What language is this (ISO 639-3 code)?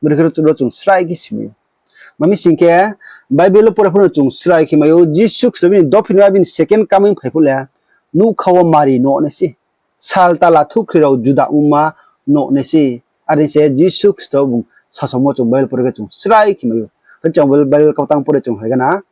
ria